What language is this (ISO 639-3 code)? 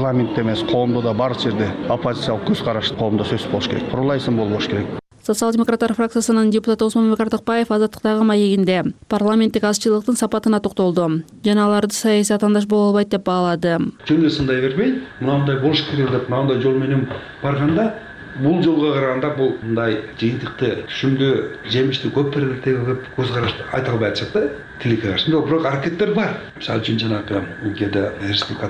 kir